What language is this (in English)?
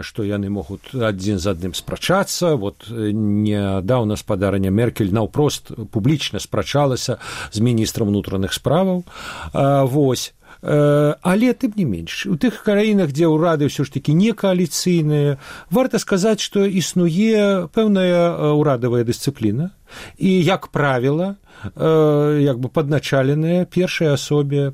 Belarusian